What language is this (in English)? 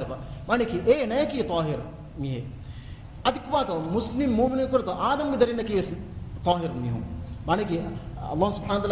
Divehi